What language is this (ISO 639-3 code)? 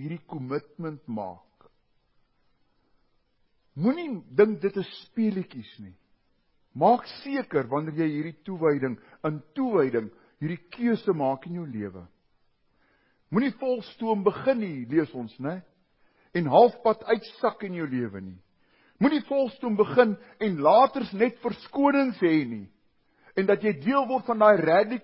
afr